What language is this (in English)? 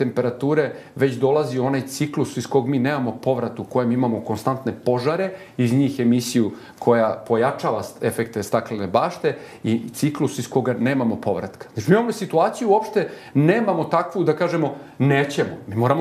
Serbian